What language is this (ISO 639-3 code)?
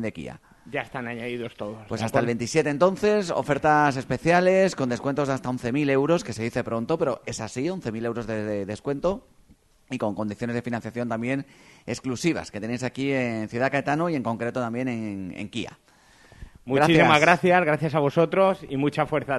spa